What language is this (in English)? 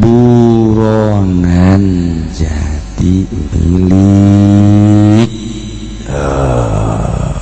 Sundanese